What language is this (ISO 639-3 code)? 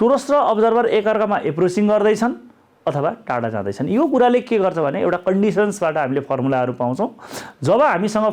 nep